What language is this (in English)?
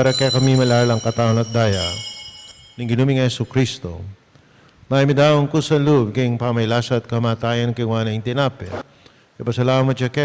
Pampanga